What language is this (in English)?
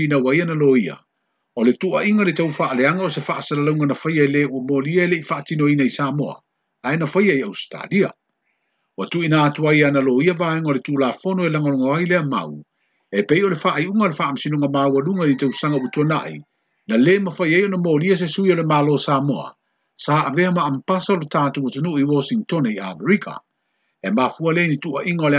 Samoan